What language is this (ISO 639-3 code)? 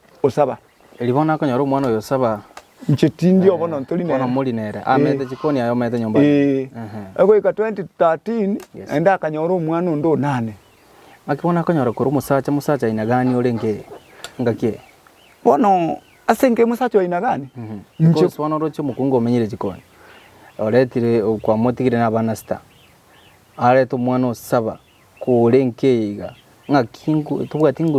guz